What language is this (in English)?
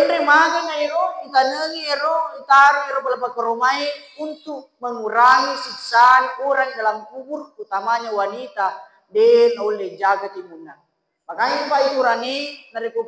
Buginese